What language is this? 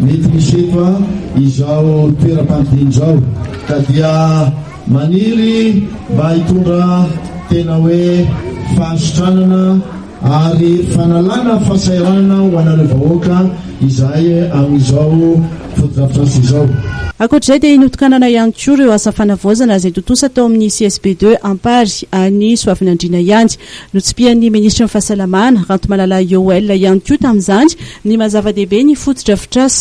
Malagasy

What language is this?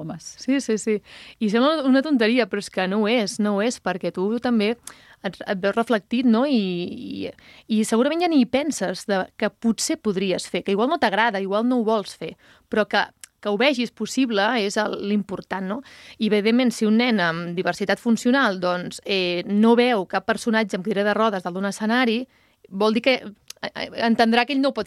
Catalan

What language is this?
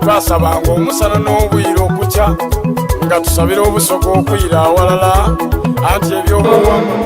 Soga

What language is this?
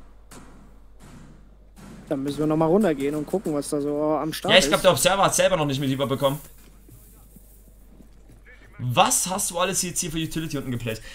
German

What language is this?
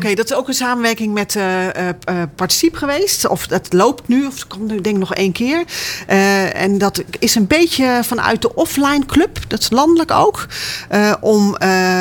Dutch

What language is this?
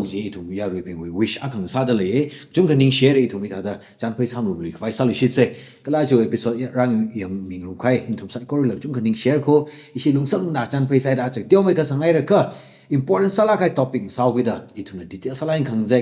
Tangkhul Naga (India)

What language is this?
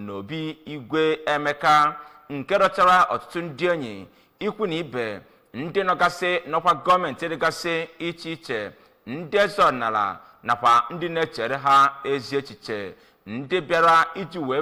Igbo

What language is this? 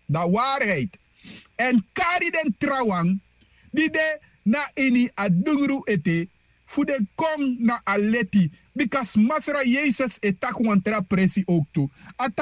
Sranan Tongo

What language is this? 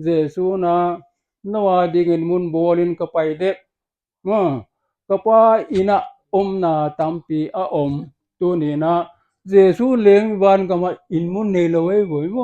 Paite Chin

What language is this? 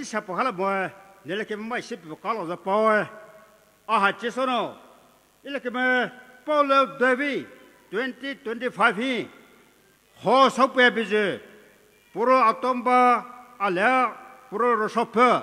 Poumei Naga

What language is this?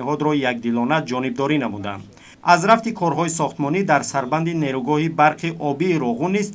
Tajik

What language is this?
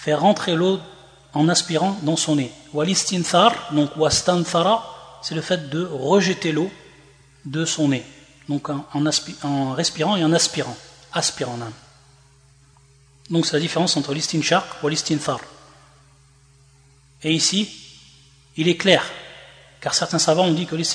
French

